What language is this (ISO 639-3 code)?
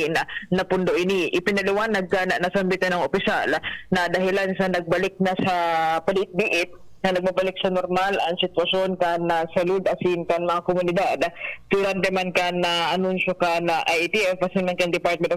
bik